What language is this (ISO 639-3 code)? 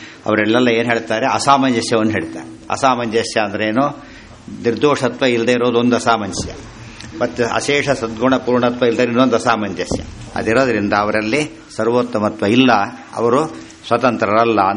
kan